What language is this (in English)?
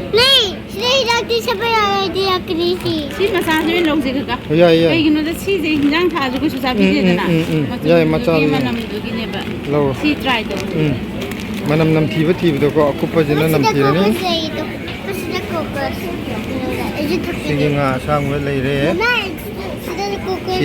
Manipuri